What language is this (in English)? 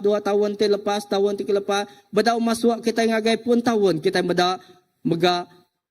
Iban